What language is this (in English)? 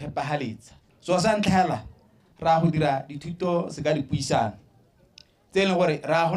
Tswana